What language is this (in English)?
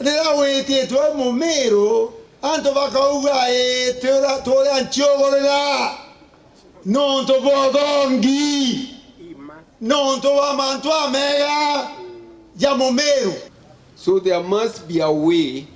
Meru